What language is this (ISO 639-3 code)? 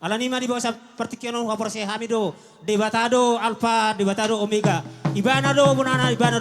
bbc